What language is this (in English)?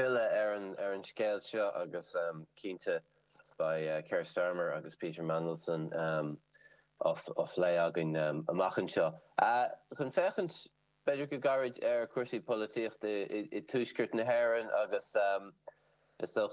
Irish